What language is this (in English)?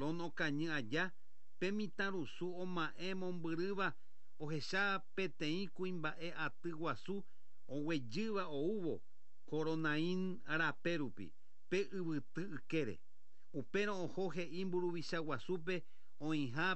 Guarani